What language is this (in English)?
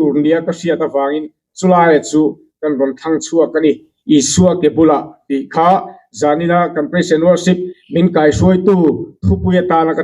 Mizo